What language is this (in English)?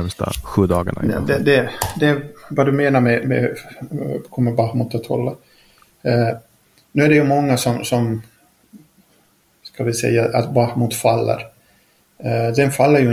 Swedish